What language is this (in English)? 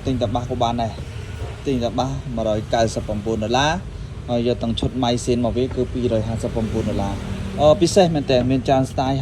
Khmer